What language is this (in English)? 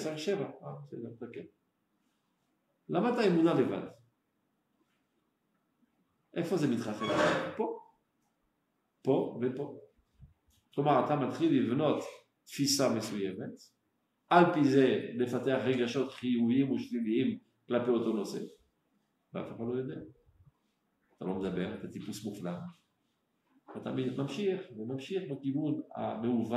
Hebrew